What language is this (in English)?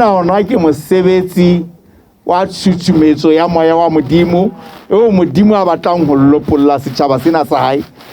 Southern Sotho